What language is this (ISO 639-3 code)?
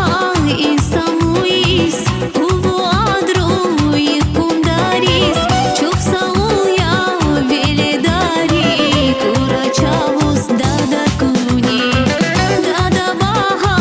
tab